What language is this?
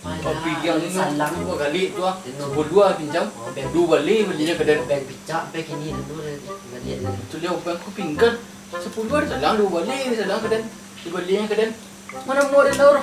Minangkabau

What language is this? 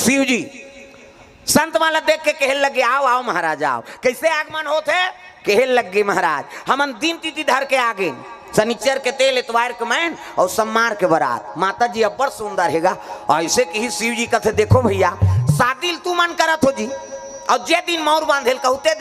Chhattisgarhi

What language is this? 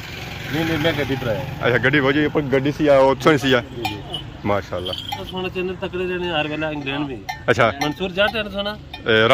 Pahari-Potwari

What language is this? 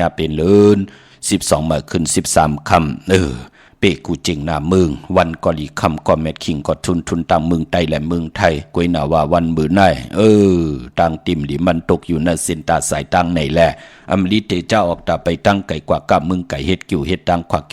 Shan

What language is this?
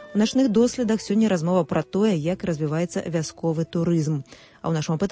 Belarusian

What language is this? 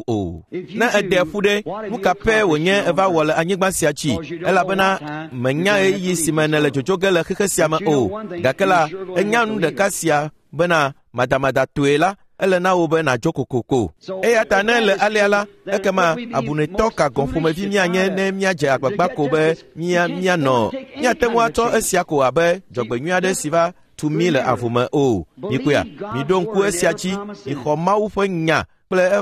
Ewe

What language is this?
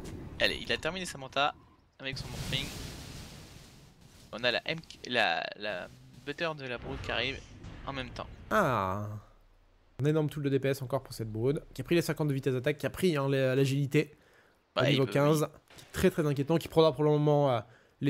French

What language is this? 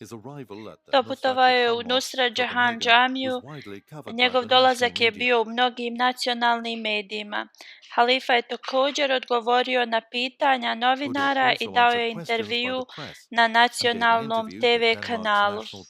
Bosnian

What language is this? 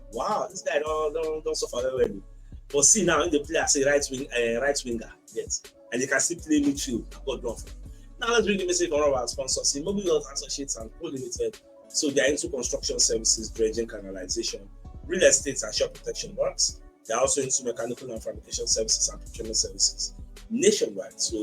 Nigerian Pidgin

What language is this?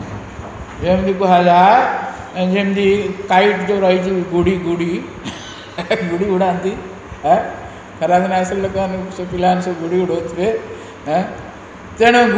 Odia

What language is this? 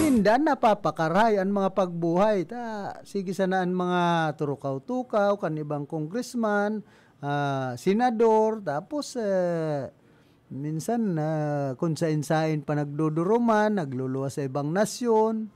Bikol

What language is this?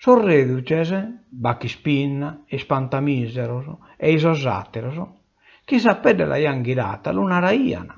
Sardinian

